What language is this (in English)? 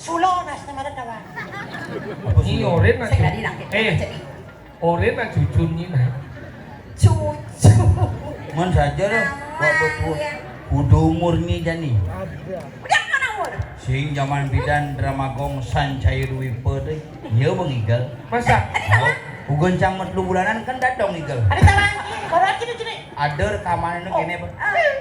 Balinese